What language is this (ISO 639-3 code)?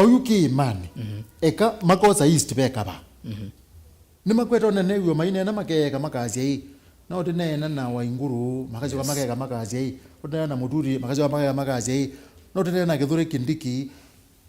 kam